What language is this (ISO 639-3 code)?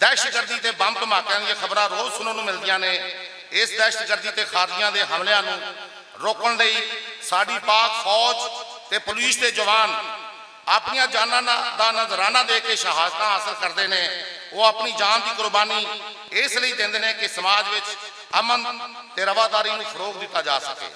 lah